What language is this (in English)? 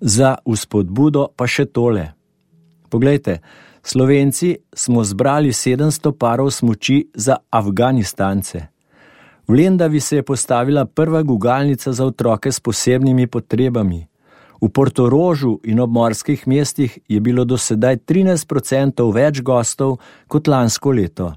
Slovenian